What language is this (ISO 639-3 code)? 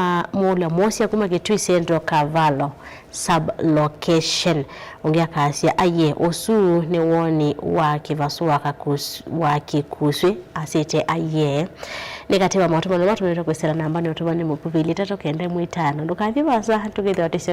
kam